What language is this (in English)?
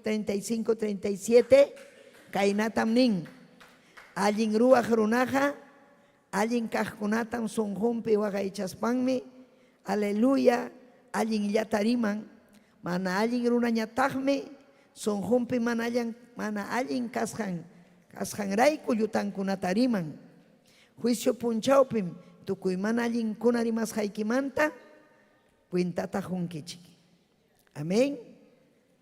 Ayacucho Quechua